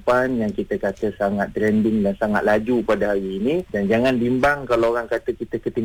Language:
Malay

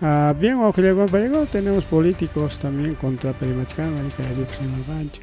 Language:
Ayacucho Quechua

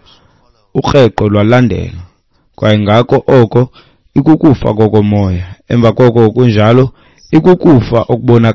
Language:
Xhosa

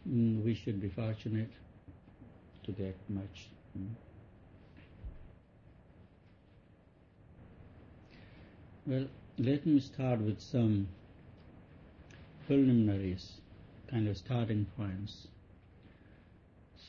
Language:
English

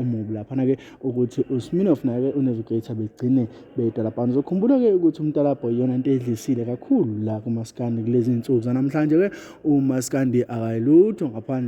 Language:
Zulu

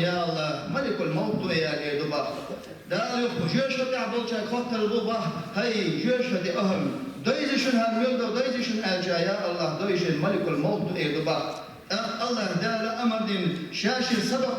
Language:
Chechen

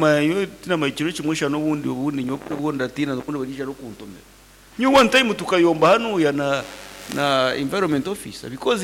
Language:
Nyankole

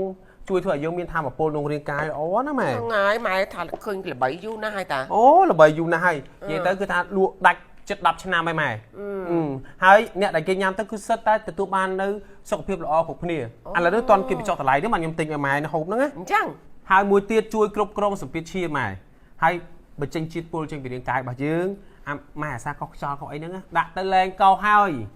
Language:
Khmer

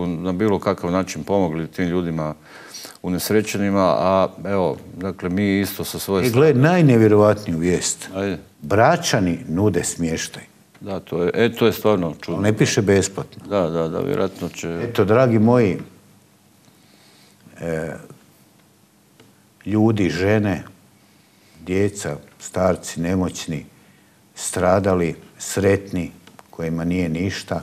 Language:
Croatian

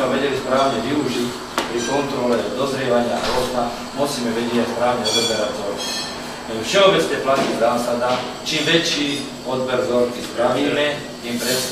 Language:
Slovak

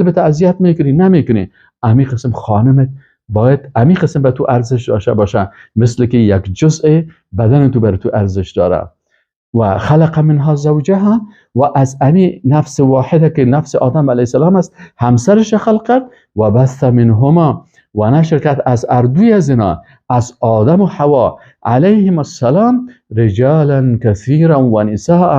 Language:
Persian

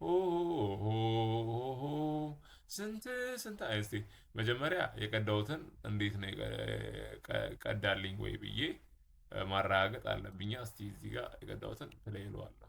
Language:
Amharic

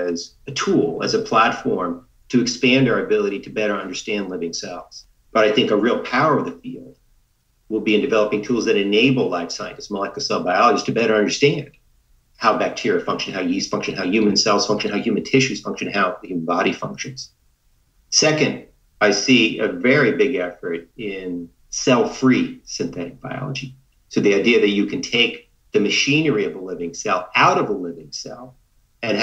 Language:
English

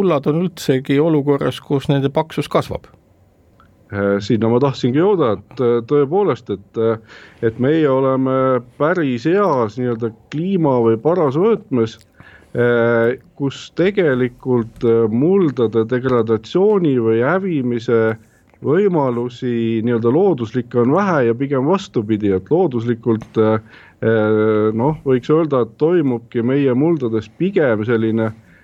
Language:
Estonian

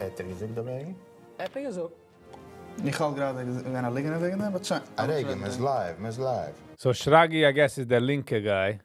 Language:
Yiddish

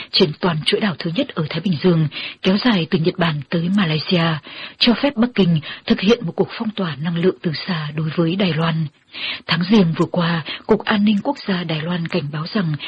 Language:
Vietnamese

